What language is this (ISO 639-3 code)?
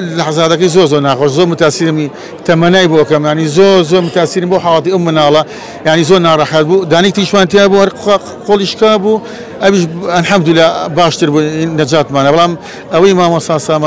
ckb